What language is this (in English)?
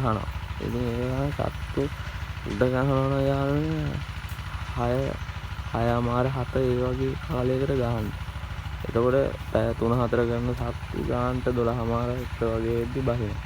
Sinhala